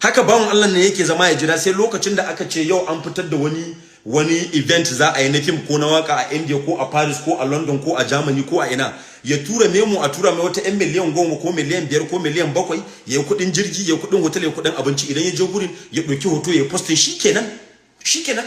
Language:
Hausa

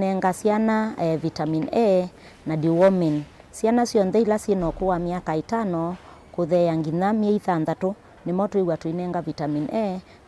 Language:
Kamba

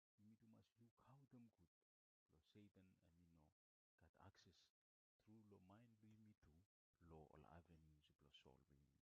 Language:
Bislama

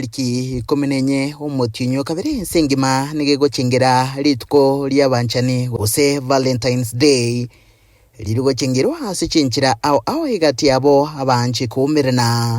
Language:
Gusii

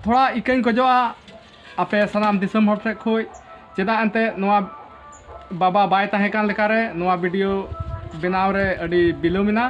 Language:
Santali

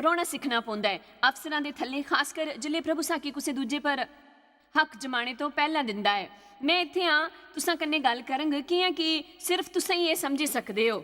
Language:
Dogri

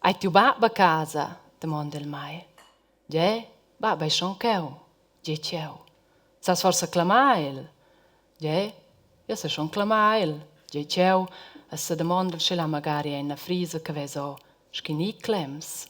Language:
Romansh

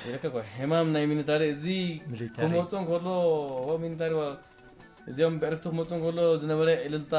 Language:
Tigrinya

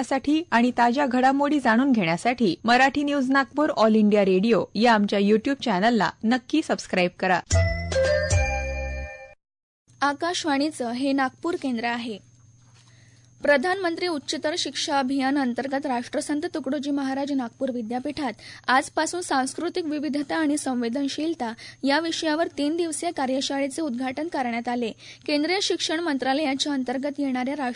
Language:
Marathi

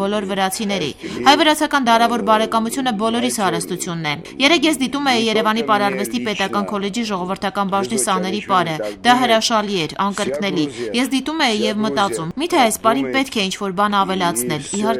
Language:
Armenian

